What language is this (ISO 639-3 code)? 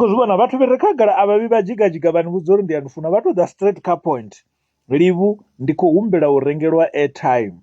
ven